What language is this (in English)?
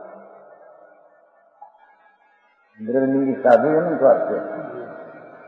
Gujarati